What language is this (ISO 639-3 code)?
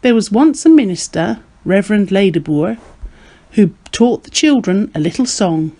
eng